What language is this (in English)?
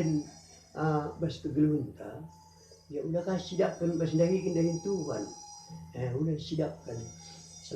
Batak Karo